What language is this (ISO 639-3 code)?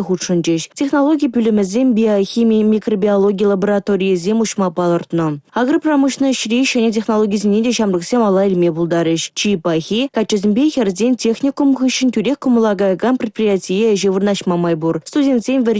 chv